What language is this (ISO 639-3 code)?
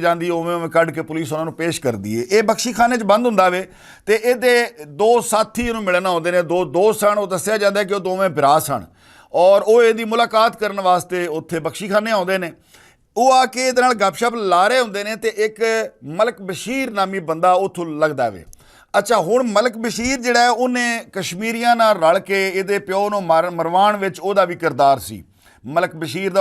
lah